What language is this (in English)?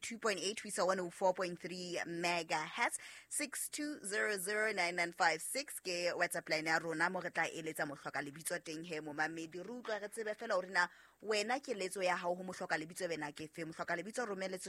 Southern Sotho